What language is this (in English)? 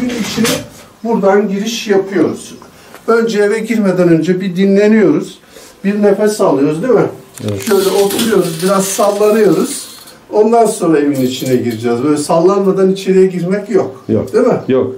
Turkish